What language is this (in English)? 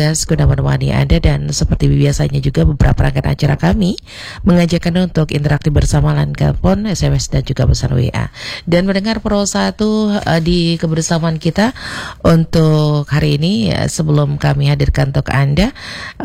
Indonesian